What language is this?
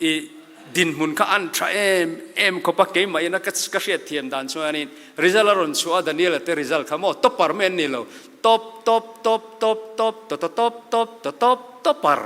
Mizo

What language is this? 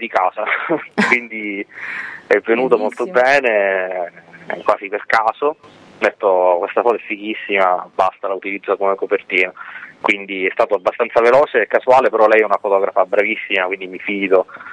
Italian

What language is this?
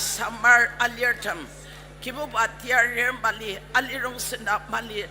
Ao Naga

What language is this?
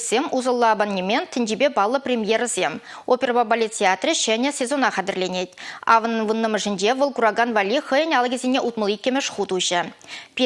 Chuvash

